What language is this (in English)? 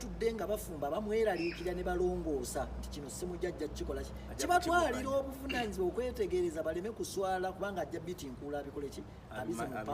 Ganda